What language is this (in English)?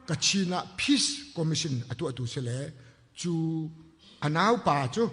Hakha Chin